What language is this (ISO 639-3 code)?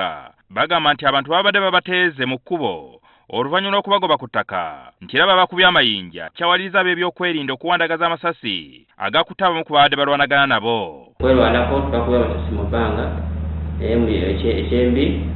lug